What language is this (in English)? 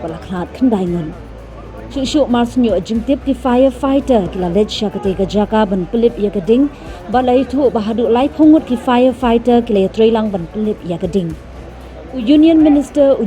Khasi